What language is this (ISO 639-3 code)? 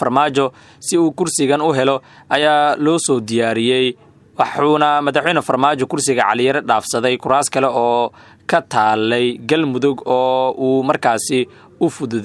som